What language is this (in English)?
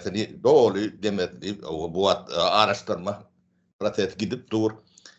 Turkmen